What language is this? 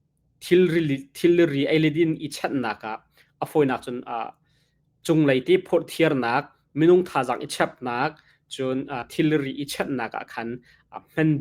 Hakha Chin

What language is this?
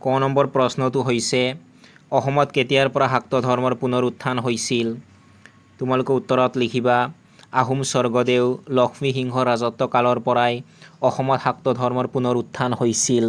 Assamese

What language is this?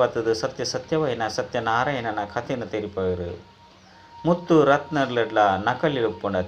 Tulu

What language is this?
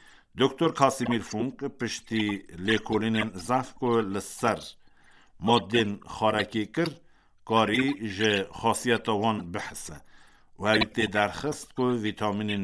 Kurdish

